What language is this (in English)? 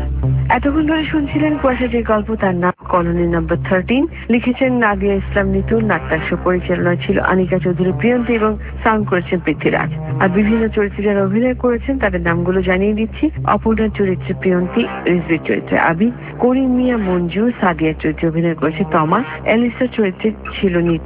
Bangla